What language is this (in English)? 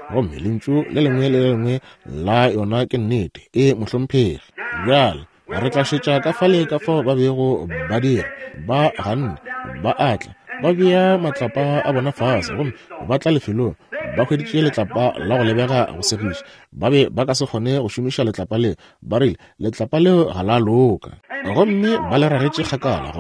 Northern Sotho